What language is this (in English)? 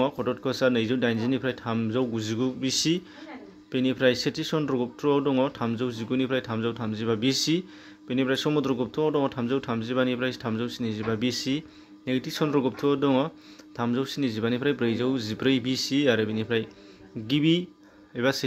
Bodo